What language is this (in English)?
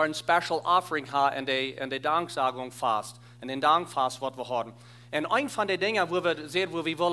Plautdietsch